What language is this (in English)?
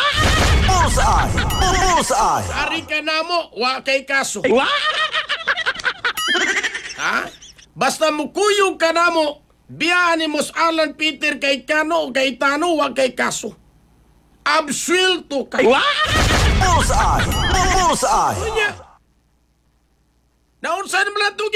Cebuano